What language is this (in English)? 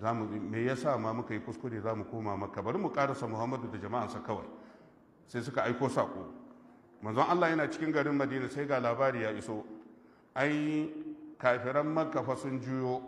Hausa